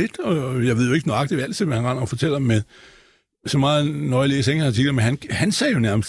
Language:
Danish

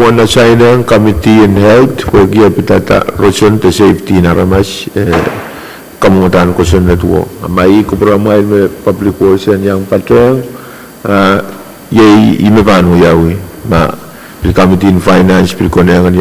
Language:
Pohnpeian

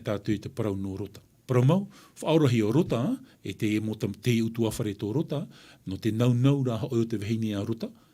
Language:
Tahitian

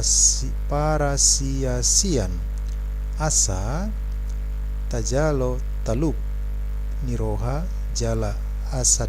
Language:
Batak Toba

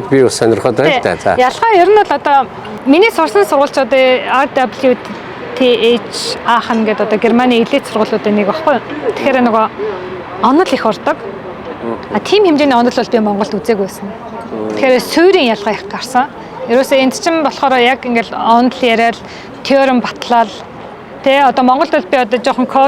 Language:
Mongolian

